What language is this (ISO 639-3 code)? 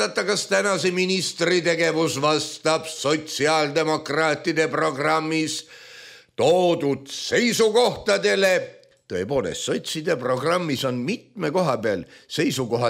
est